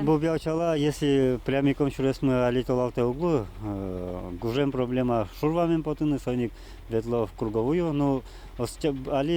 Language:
Udmurt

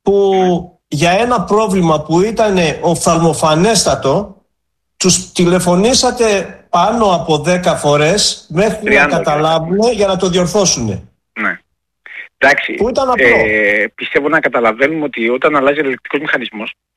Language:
Greek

